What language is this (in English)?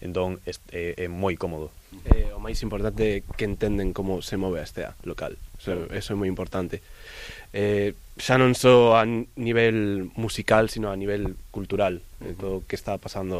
Galician